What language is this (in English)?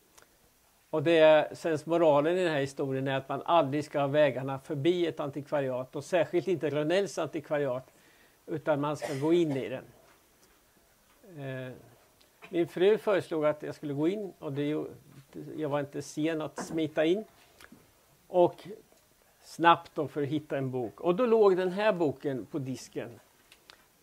Swedish